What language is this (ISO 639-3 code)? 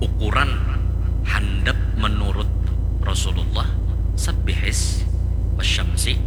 bjn